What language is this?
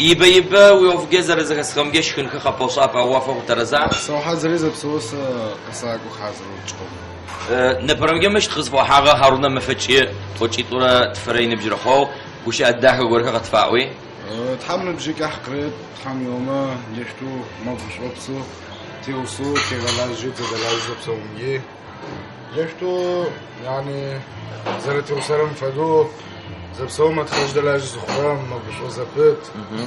Adyghe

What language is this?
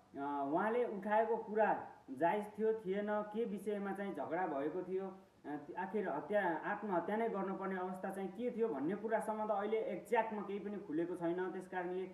Nepali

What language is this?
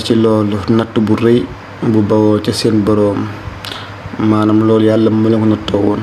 Wolof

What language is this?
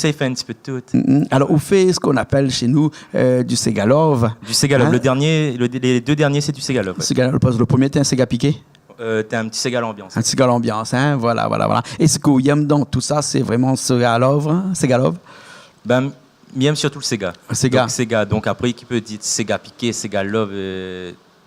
Réunion Creole French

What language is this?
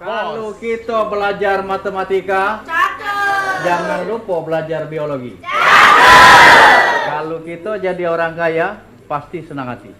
Musi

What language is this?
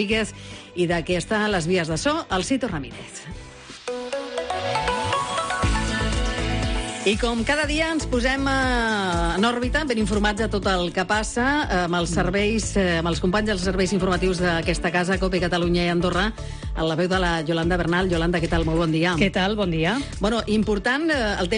Catalan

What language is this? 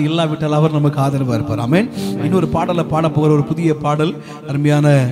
Tamil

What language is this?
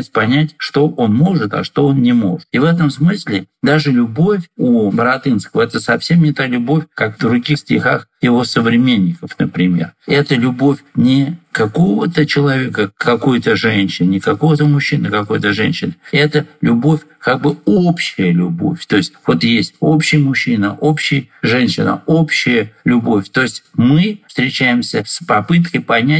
Russian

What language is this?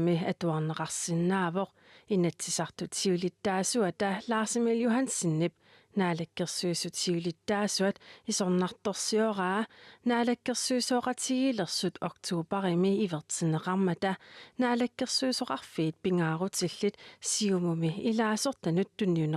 Kalaallisut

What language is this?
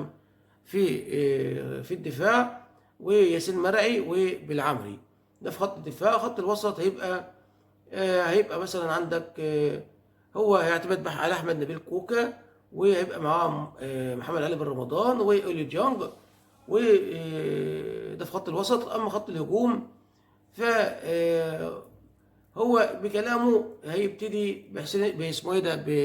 Egyptian Arabic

